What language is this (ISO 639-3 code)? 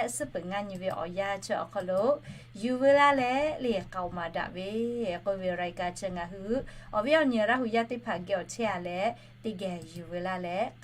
lhu